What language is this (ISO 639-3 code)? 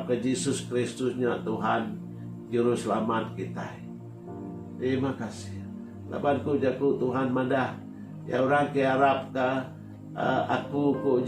iba